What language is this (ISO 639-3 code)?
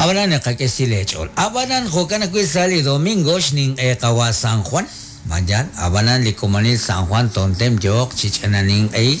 kek